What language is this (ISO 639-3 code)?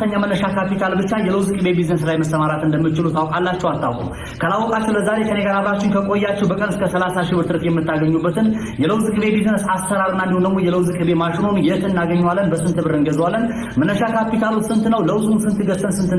amh